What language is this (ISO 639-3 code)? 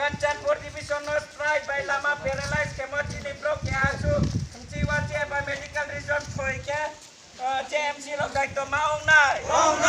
trp